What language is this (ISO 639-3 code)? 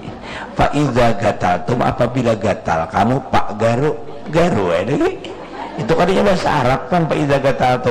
bjn